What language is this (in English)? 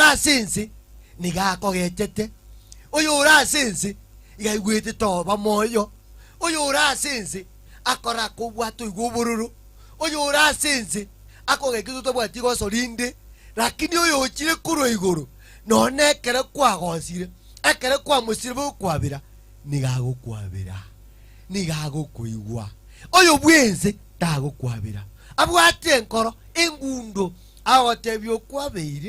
Gusii